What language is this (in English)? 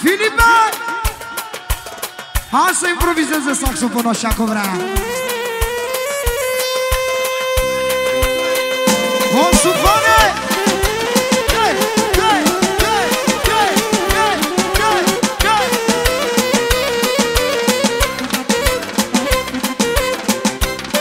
Romanian